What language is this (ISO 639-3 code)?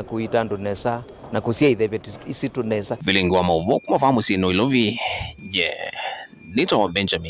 kam